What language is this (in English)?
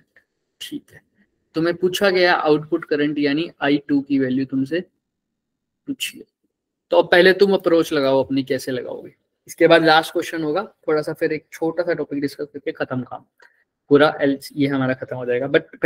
Hindi